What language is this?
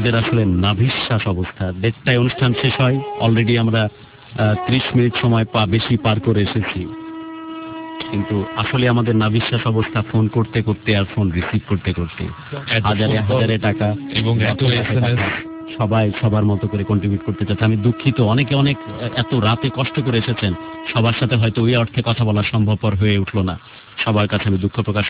Bangla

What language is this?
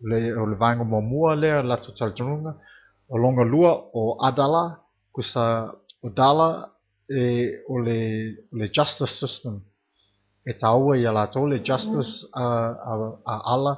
Samoan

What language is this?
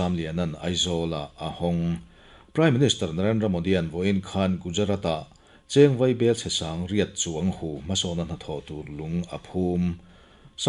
Mizo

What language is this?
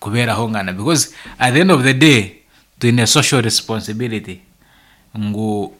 Nyankole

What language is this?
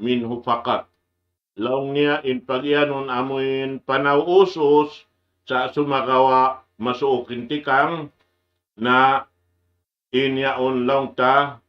Tausug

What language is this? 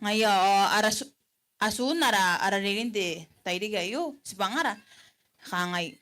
Gilbertese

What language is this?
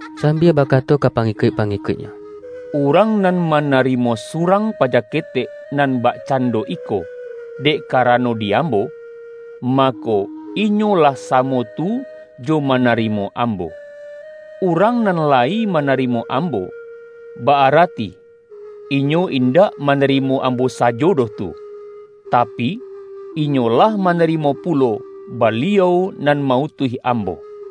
Minangkabau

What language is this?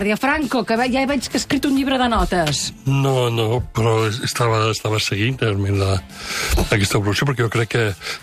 Catalan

